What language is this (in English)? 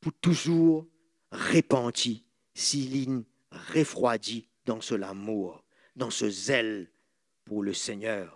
Morisyen